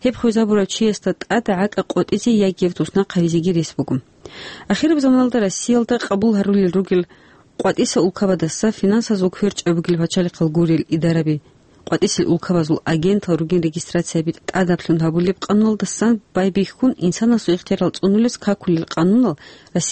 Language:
Avaric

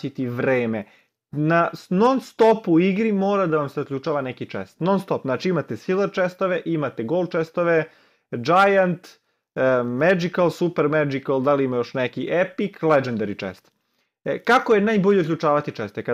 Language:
Serbian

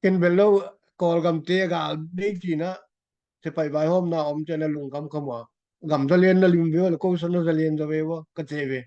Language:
Tedim Chin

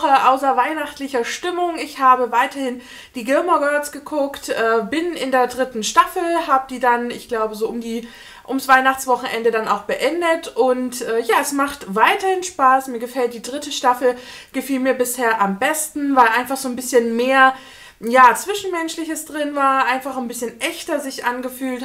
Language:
German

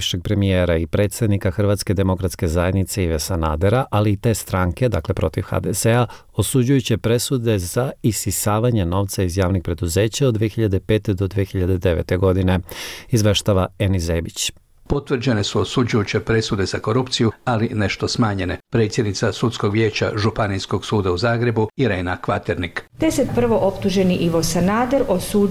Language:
Bosnian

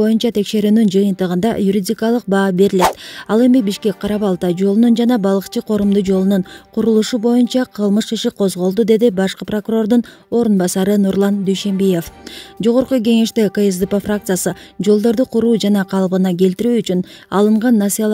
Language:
Kyrgyz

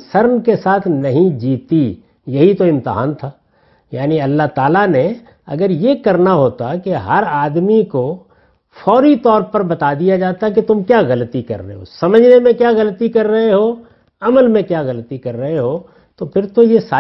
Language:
Urdu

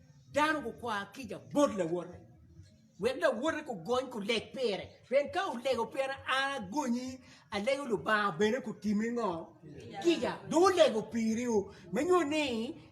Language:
Acoli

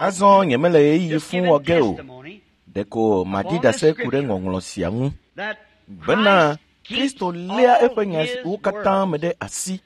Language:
Ewe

